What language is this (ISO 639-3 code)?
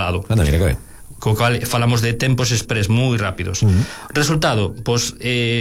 glg